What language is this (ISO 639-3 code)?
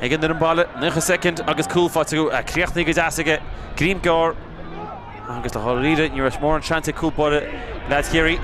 gle